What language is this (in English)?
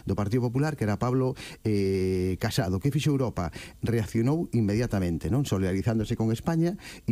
Galician